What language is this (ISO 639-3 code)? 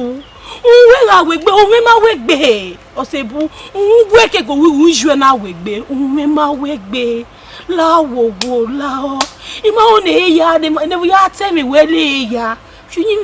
bin